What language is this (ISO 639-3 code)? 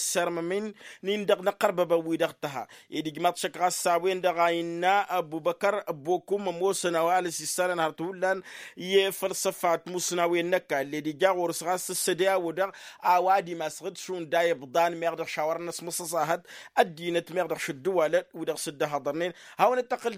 taq